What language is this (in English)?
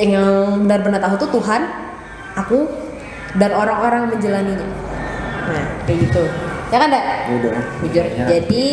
Banjar